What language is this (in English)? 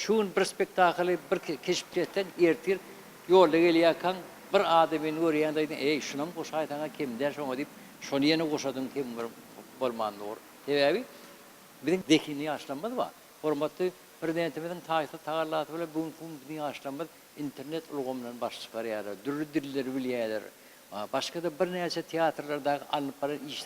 Turkmen